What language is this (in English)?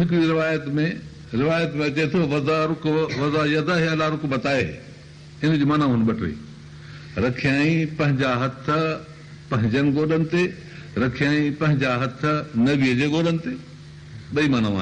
Sindhi